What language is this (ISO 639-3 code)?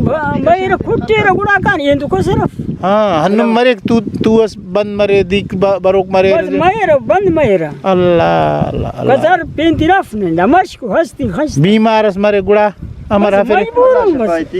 brh